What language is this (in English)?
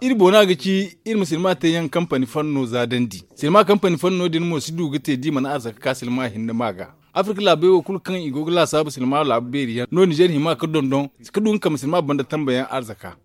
Zarma